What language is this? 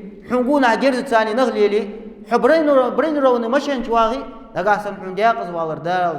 Ingush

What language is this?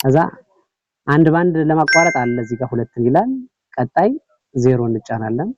Amharic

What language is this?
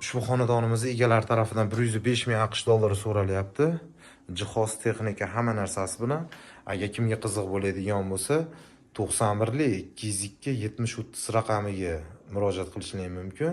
Uzbek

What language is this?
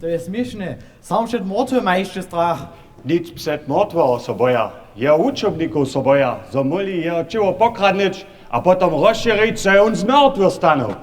Upper Sorbian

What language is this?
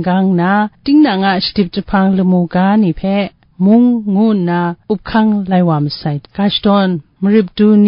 Kachin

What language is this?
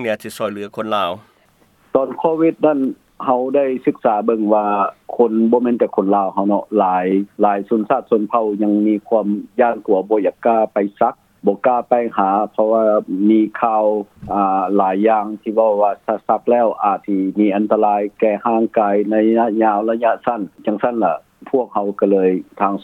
Lao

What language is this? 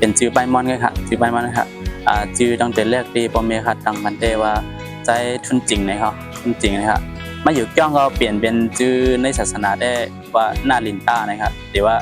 Shan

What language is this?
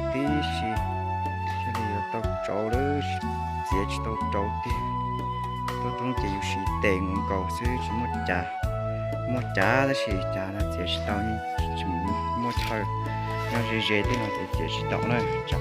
Hmong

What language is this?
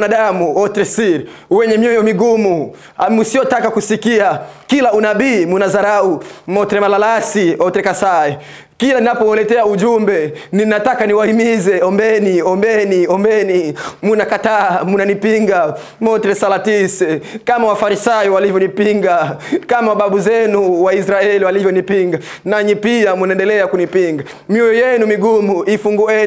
Swahili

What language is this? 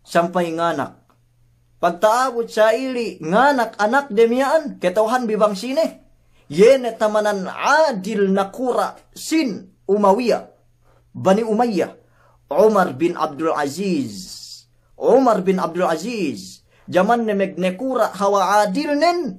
Yakan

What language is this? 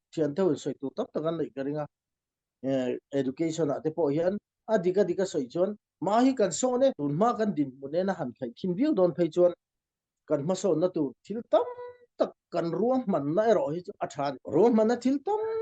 Falam Chin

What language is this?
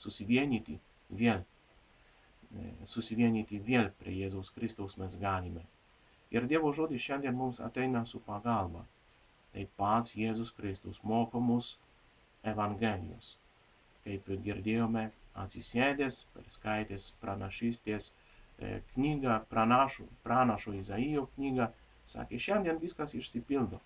Lithuanian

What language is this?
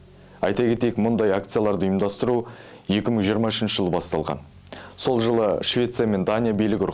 Kazakh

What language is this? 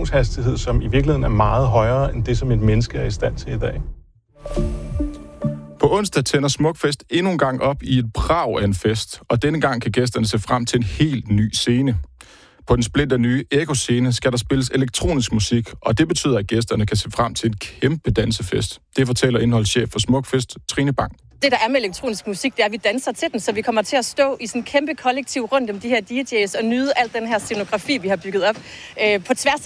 Danish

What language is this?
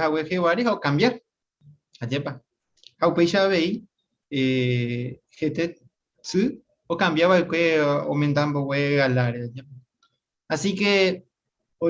Guarani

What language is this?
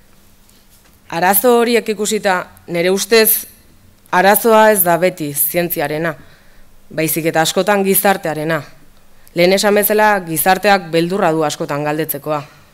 Basque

